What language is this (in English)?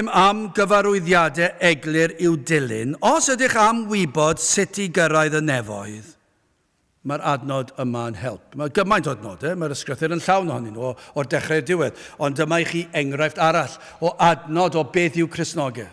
Welsh